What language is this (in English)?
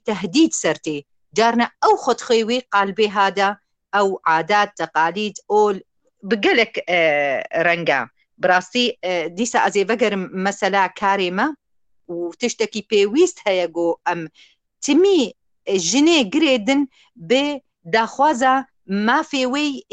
Kurdish